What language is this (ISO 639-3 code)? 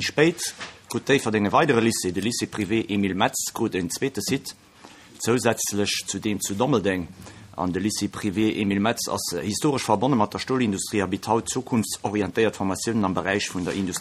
ltz